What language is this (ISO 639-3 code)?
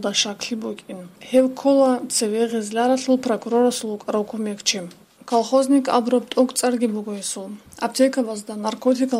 ava